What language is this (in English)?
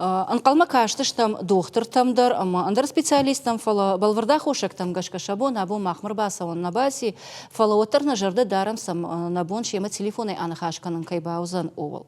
Ossetic